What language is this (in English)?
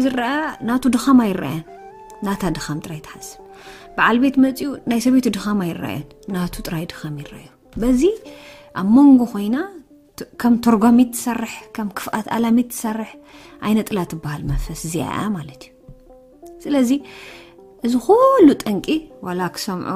Tigrinya